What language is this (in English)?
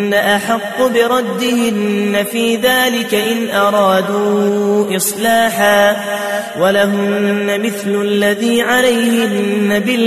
Arabic